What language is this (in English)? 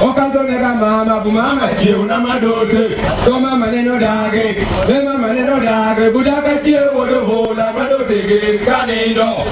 Luo (Kenya and Tanzania)